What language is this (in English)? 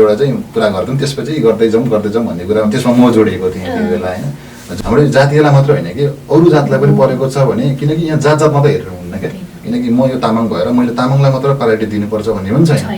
Nepali